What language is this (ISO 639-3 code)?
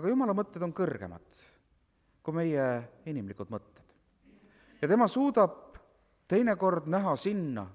est